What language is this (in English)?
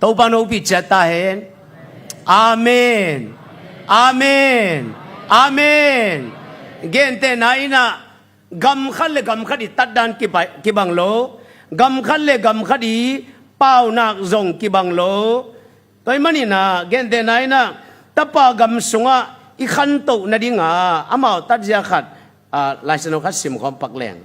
Tedim Chin